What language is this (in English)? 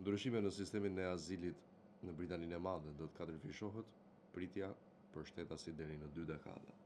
Albanian